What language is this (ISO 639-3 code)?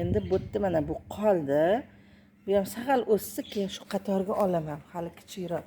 uzb